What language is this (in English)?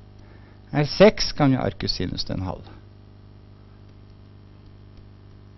Norwegian